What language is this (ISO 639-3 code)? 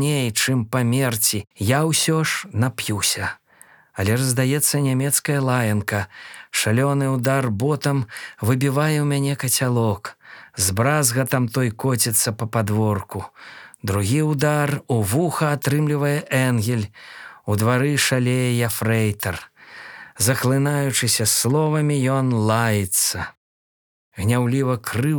bel